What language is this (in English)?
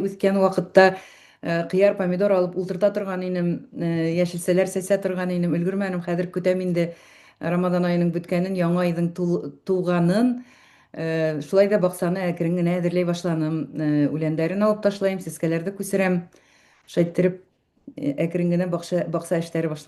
Bashkir